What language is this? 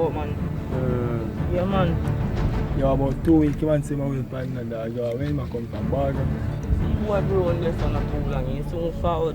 Jamaican Creole English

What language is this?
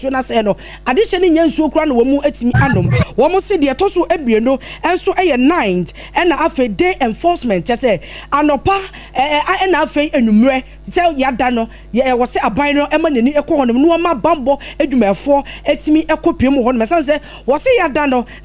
Akan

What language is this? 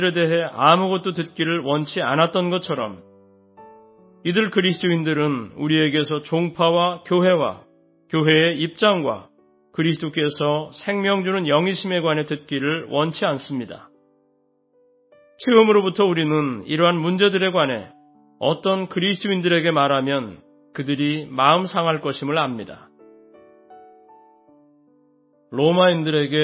Korean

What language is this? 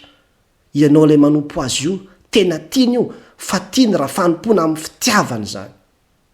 Malagasy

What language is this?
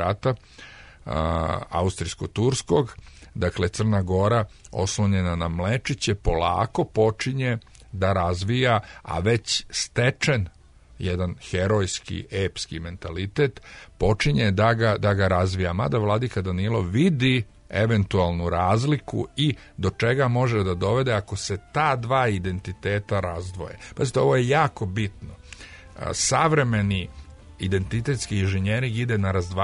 Serbian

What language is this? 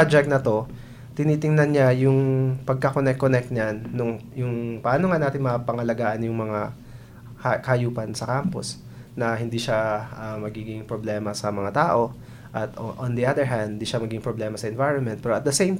Filipino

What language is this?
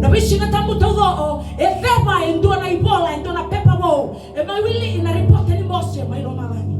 Fijian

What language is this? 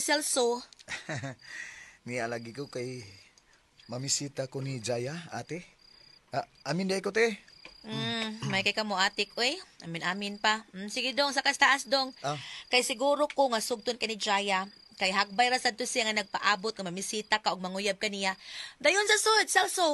Cebuano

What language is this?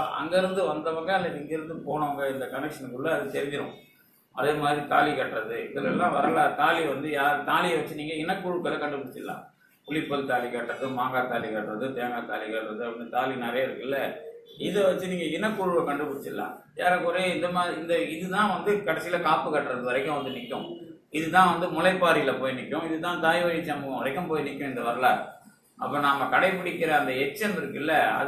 Tamil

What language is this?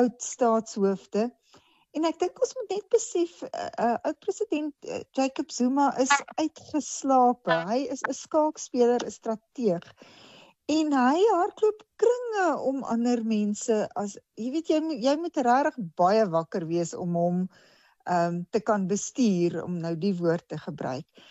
Afrikaans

